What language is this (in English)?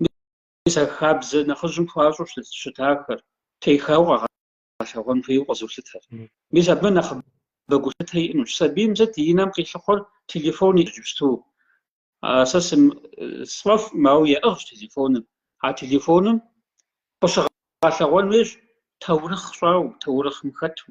Kabardian